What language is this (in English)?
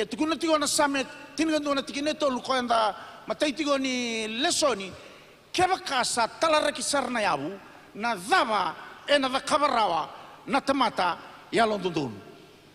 Fijian